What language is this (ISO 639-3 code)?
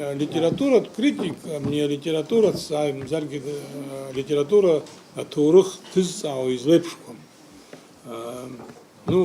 abk